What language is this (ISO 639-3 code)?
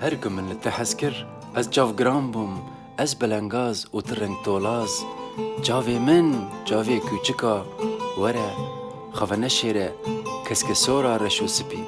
kur